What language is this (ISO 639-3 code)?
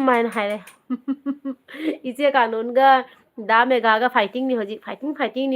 mni